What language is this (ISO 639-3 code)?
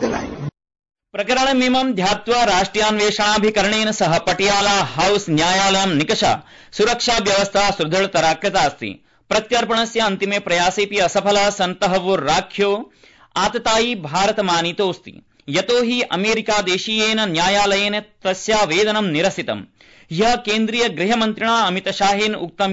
san